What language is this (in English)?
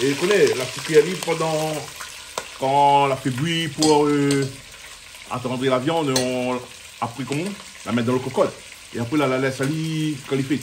Réunion Creole French